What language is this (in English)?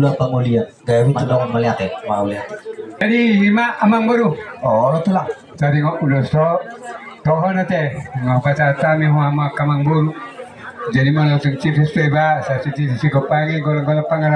Batak Toba